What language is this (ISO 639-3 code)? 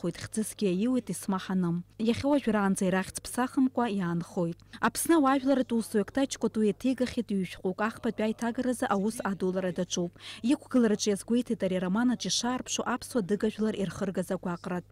abk